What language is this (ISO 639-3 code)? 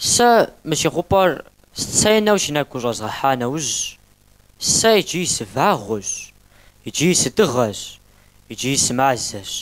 kbd